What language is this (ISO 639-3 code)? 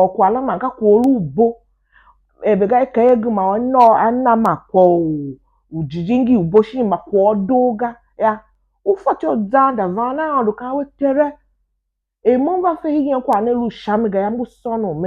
tiv